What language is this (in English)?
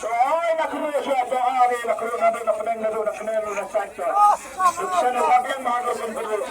Khasi